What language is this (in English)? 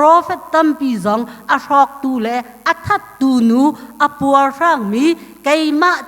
Hakha Chin